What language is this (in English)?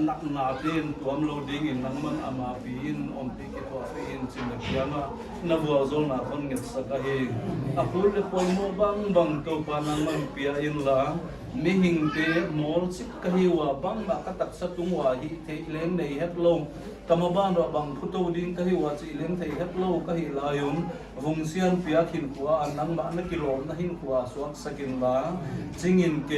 Paite Chin